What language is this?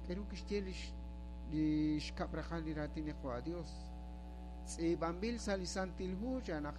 Kekchí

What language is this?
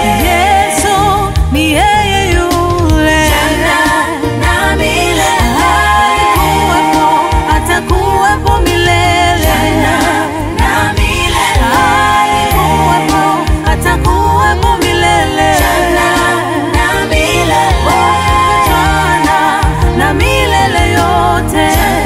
Swahili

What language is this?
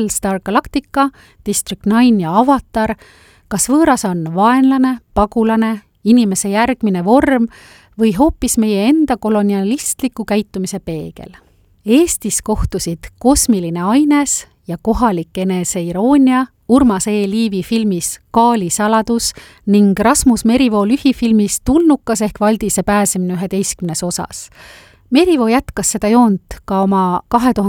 Estonian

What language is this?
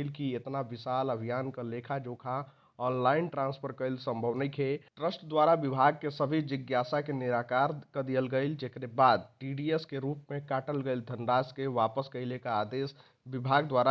Bhojpuri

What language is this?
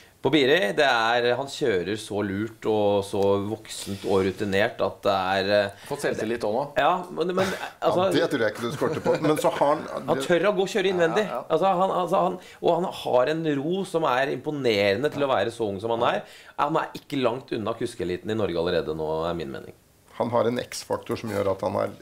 Norwegian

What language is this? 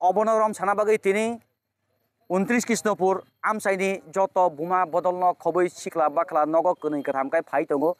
Kok Borok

